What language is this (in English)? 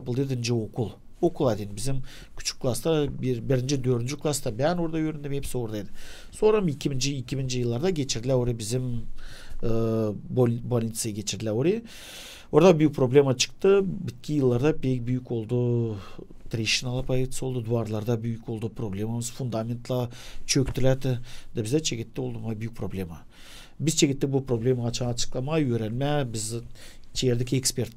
Gagauz